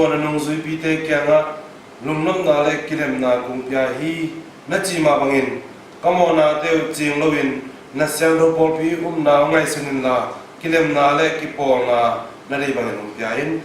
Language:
Tedim Chin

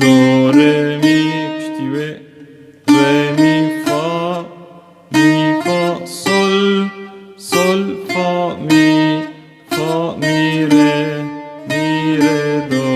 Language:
Kurdish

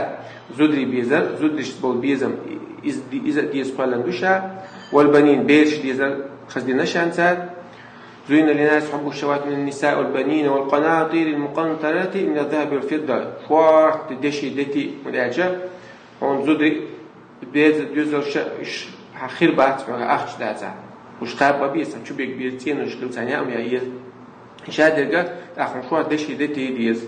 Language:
Chechen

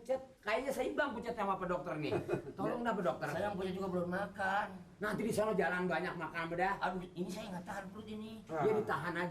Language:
Betawi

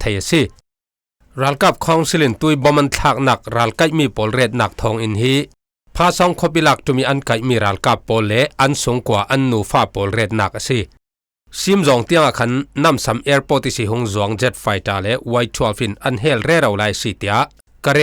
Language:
Falam Chin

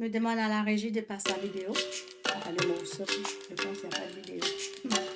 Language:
Morisyen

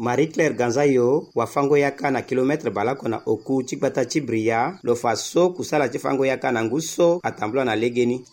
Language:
Sango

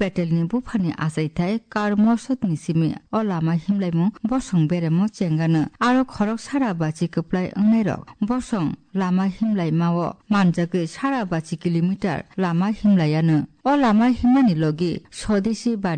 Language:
Kok Borok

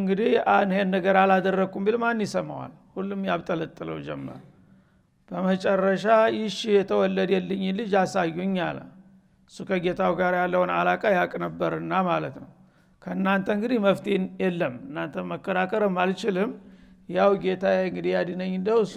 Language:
Amharic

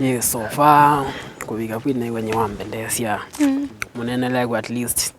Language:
Kamba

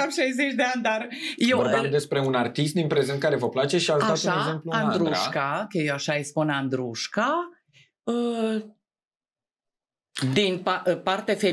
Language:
Romanian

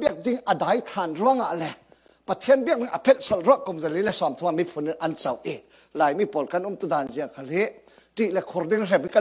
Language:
Falam Chin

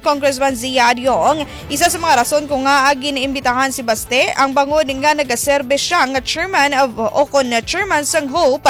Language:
Hiligaynon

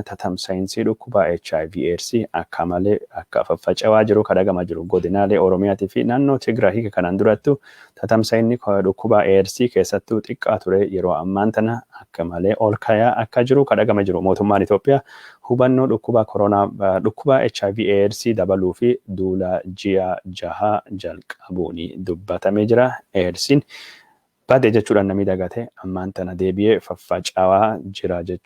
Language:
Oromo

